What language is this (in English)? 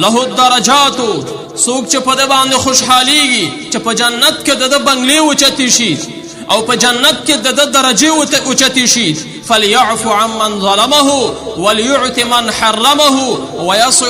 Pashto